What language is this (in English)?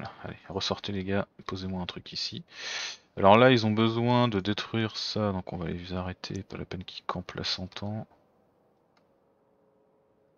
French